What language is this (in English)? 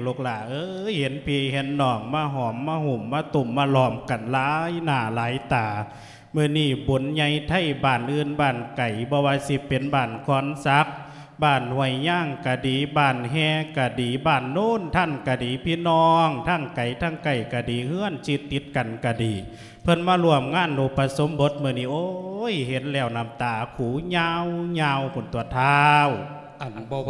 Lao